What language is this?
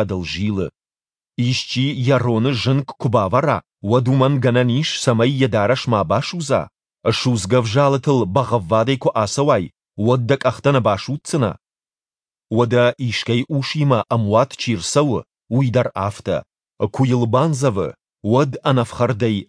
Ossetic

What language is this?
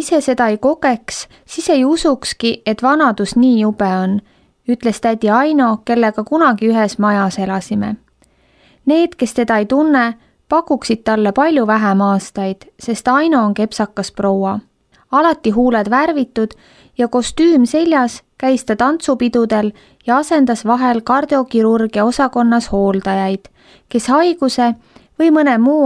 Estonian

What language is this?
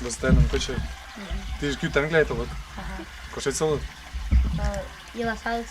Western Mari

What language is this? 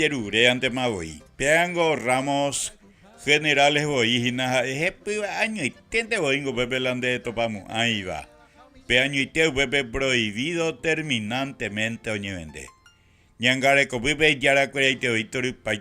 Guarani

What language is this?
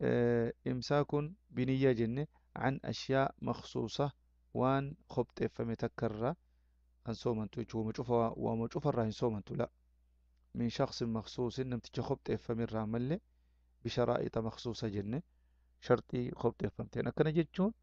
Oromo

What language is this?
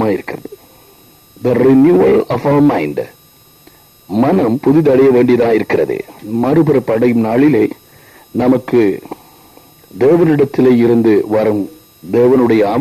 Tamil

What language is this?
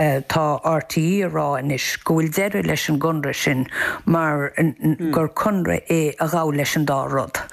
Irish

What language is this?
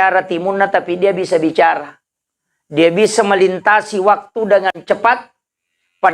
Buginese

